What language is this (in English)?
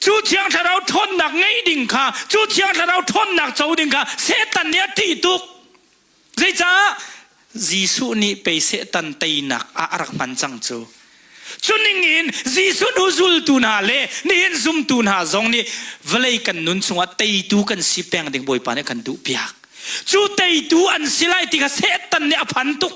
Hakha Chin